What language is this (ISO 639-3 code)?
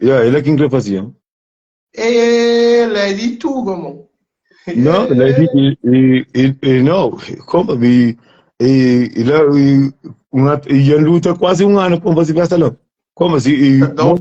kea